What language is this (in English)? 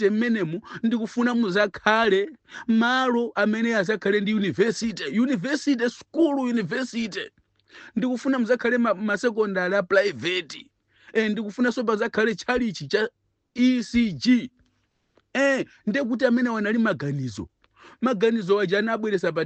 Nyanja